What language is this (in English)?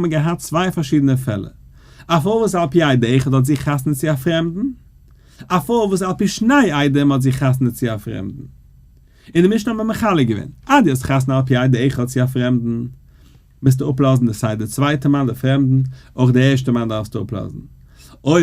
Yiddish